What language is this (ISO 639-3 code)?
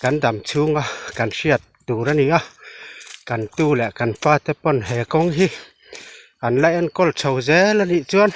lus